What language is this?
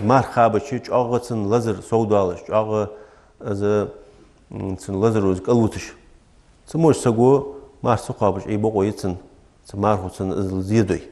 Ingush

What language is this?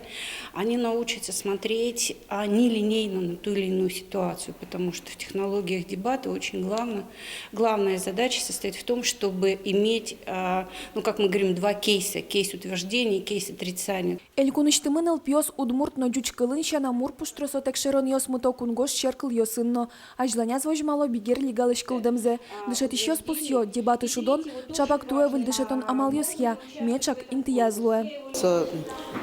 Udmurt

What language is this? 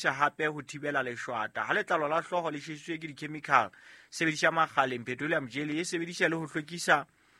Southern Sotho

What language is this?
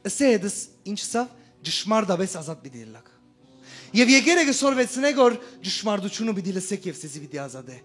Western Armenian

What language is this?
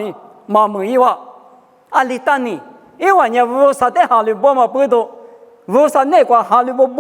Lisu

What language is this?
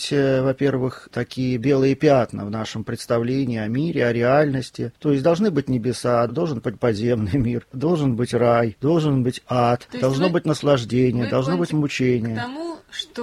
Russian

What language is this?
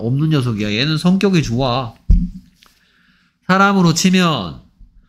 Korean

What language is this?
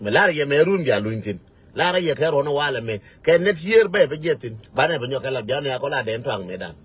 Nuer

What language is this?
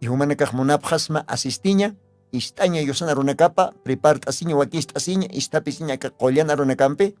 Aymara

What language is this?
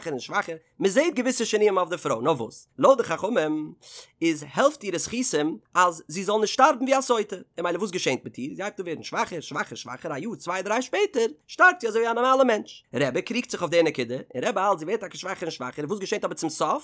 Yiddish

